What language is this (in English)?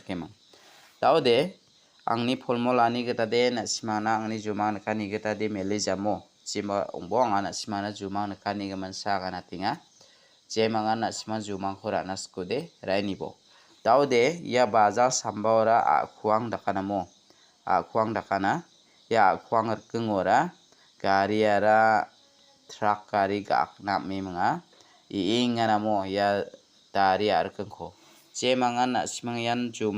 Garo